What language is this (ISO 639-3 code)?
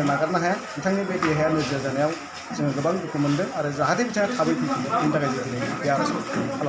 brx